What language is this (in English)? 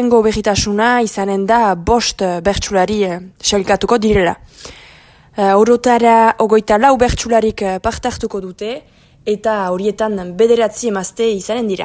Basque